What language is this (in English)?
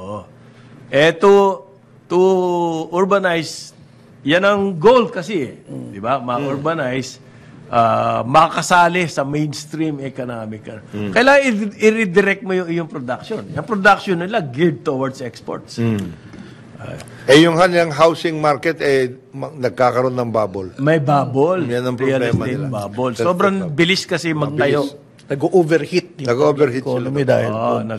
Filipino